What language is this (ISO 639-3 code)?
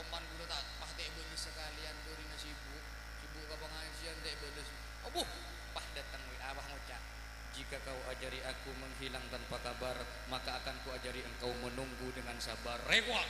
mad